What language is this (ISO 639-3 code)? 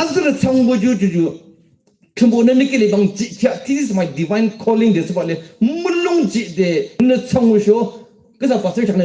yim